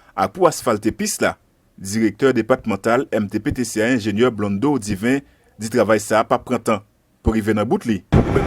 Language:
Haitian Creole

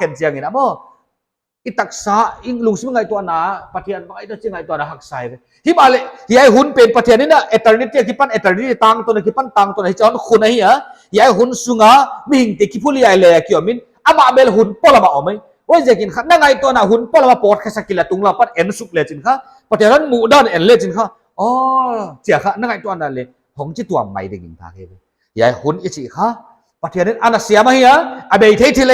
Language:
Paite Chin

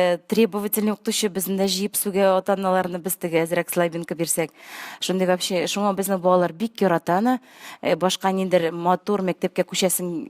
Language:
Tatar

